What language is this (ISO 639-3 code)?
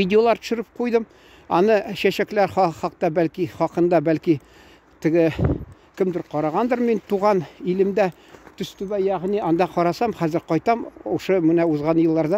tat